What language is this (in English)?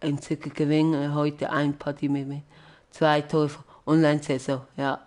Swiss German